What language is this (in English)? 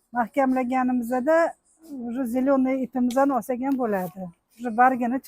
Uzbek